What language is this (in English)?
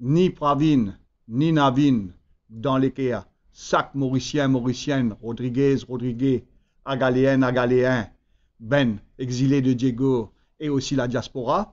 Morisyen